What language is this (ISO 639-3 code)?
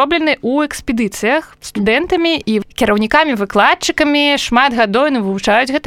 bel